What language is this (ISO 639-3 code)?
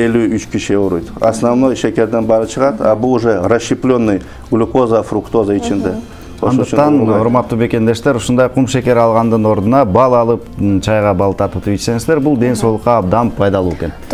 kir